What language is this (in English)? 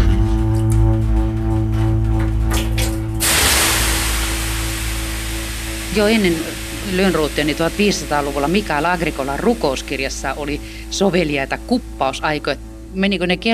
Finnish